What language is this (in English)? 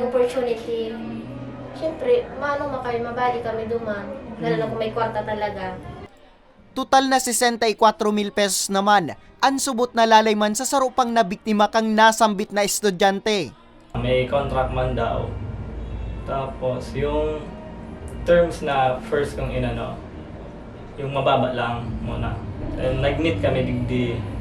Bikol